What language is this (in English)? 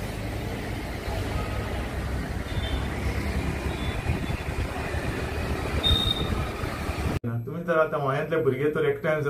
Konkani